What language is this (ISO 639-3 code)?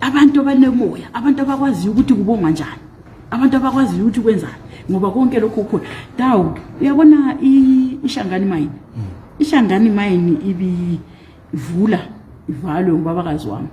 zul